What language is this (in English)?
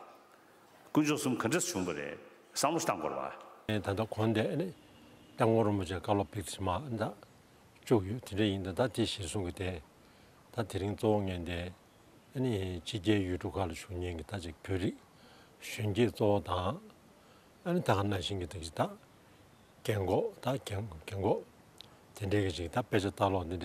Tibetan